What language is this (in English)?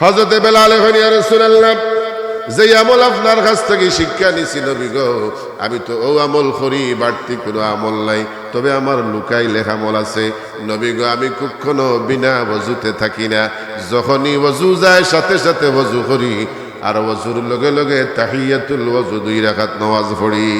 Sylheti